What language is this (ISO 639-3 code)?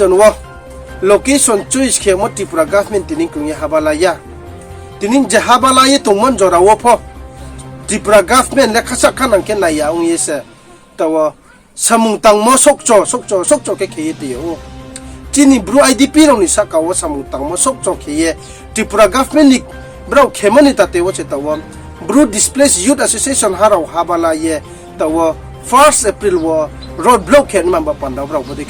ria